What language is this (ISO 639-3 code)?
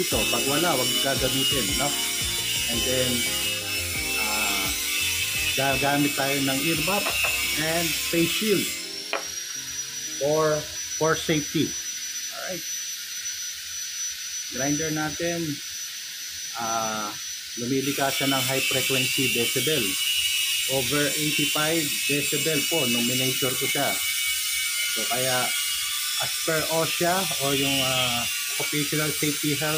fil